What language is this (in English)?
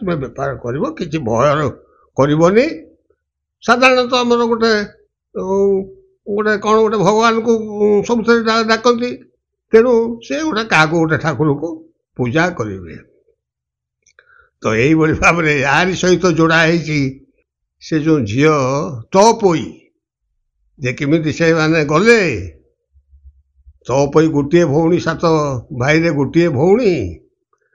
Odia